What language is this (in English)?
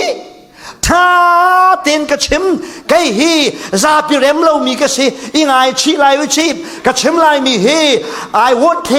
Falam Chin